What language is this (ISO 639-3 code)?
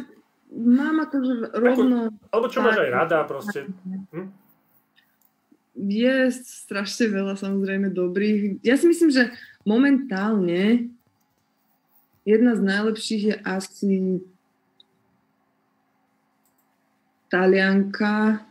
slk